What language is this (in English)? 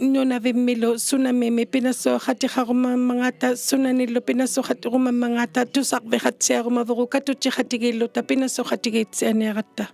Inuktitut